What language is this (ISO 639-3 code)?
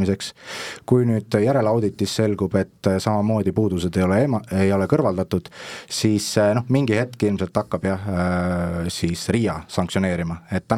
est